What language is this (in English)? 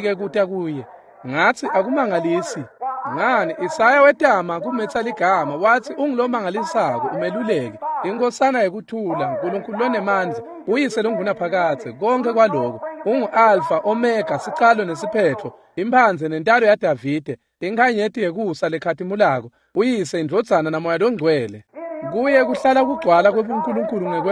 Swati